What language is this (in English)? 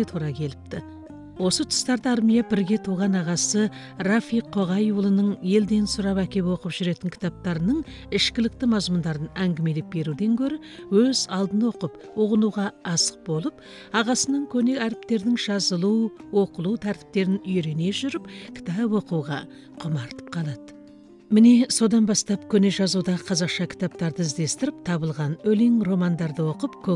Kazakh